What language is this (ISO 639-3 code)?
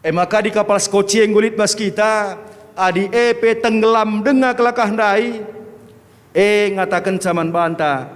btx